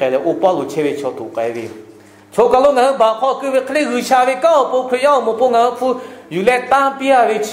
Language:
Lahu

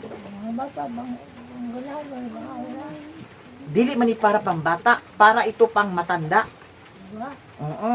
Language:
Cebuano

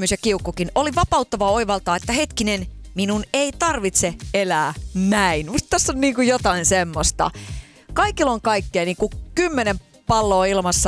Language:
Finnish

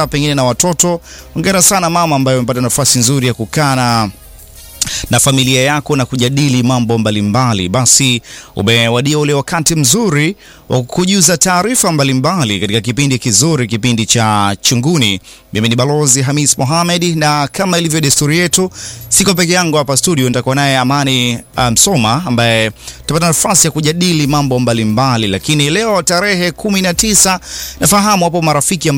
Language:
Swahili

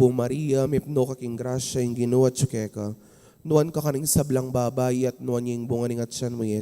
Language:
Pampanga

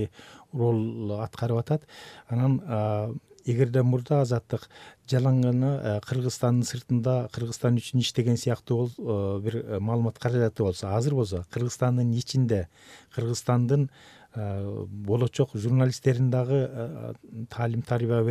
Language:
Kyrgyz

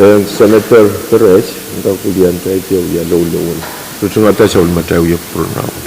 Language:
Pohnpeian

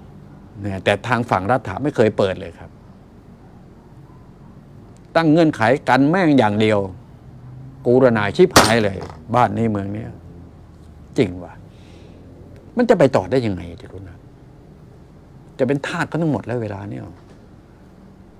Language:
Thai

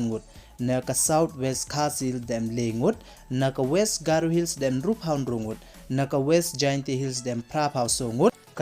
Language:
Pnar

